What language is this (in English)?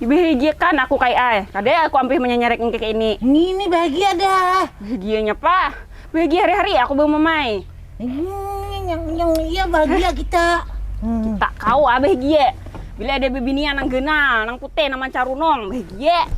Banjar